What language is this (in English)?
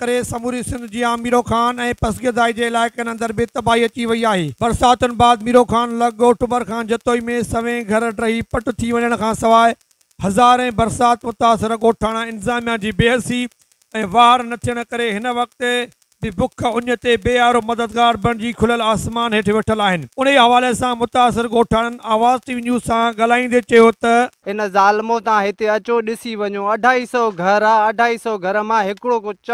Sindhi